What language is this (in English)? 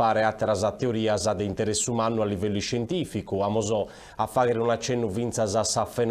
Sardinian